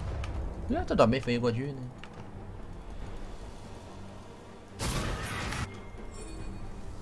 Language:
Chinese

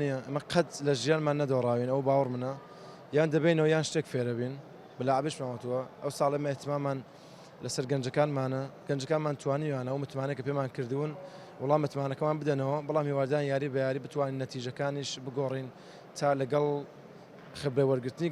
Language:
Central Kurdish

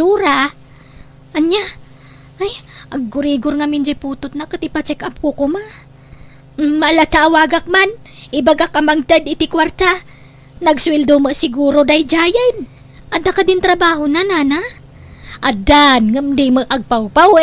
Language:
Iloko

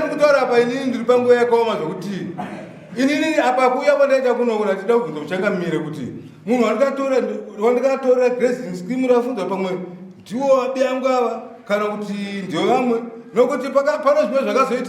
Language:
Shona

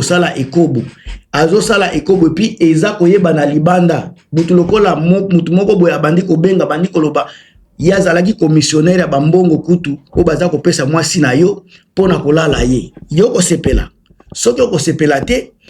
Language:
Lingala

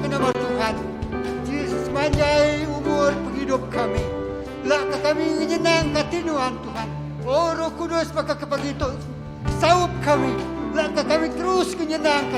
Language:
Iban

